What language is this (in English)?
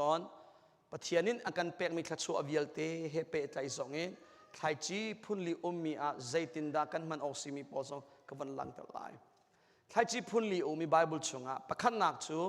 Hakha Chin